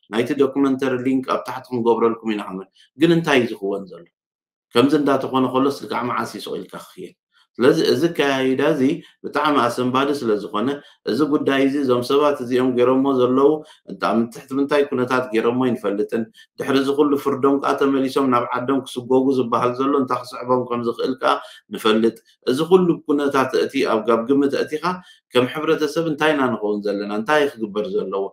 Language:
Tigrinya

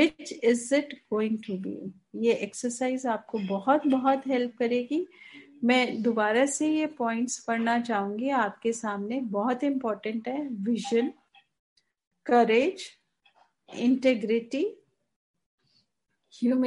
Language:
Hindi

